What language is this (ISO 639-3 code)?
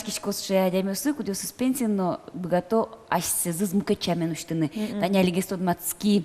udm